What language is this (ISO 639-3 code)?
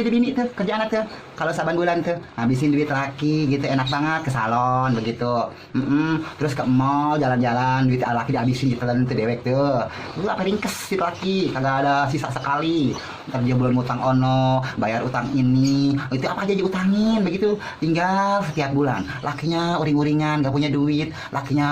bew